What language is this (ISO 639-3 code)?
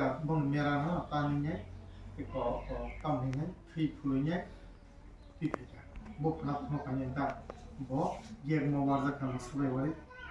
trp